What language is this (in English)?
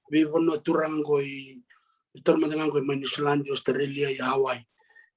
Fijian